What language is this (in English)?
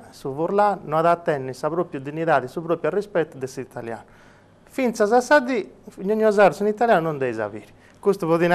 Sardinian